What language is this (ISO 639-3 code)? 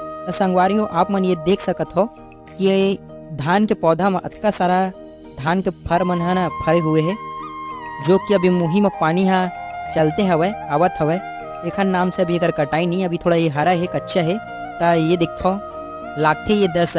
hne